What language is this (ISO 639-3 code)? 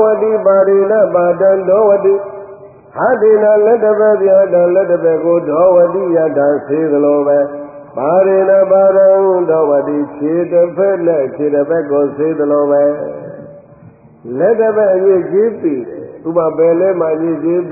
mya